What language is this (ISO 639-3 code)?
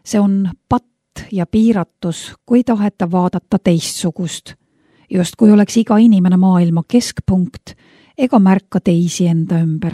est